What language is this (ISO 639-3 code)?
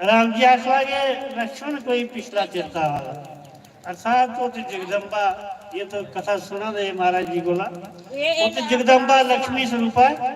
doi